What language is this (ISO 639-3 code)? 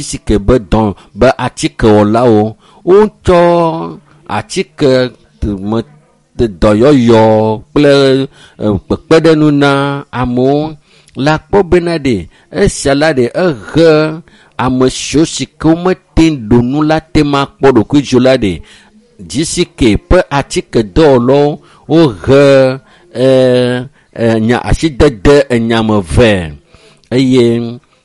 ewe